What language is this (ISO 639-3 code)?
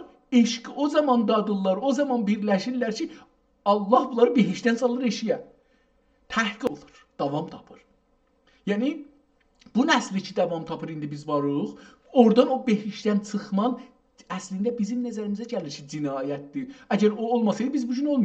azb